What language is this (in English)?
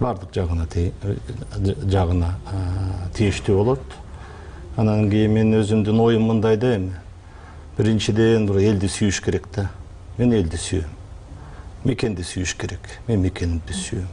Kyrgyz